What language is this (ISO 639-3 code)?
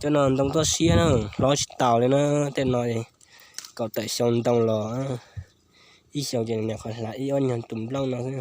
hmn